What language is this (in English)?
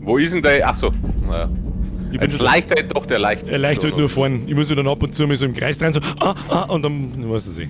Bavarian